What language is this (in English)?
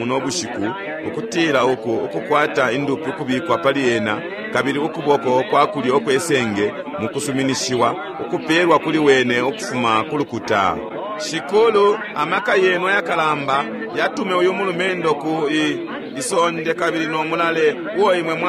Bemba